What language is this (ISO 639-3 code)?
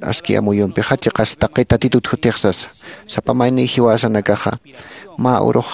aym